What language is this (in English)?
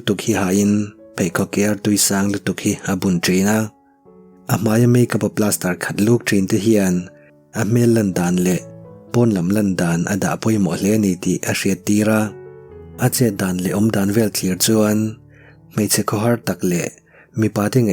Mizo